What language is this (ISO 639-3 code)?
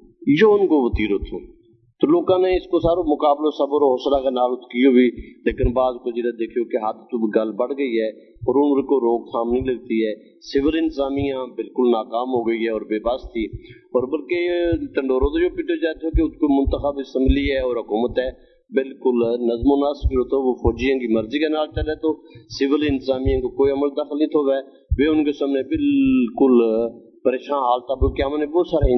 gju